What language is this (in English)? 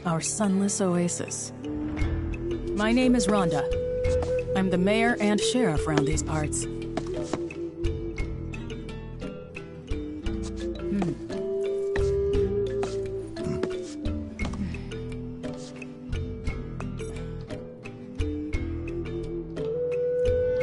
English